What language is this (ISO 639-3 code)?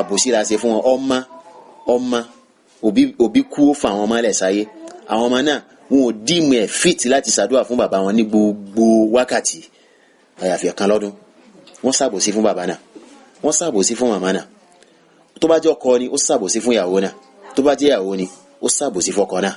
yor